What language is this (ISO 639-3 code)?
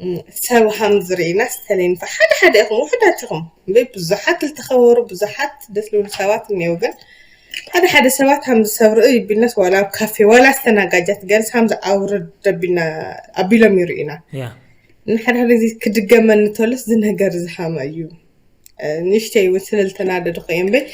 tir